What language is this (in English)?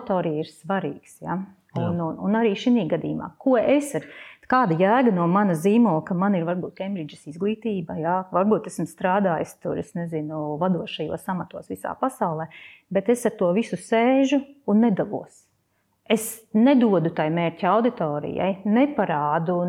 Latvian